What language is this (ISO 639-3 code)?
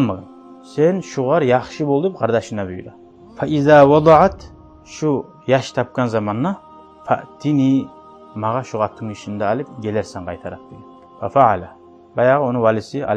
kum